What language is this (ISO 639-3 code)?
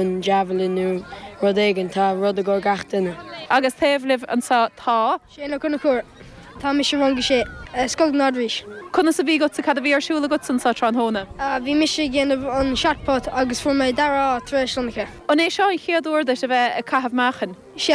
gle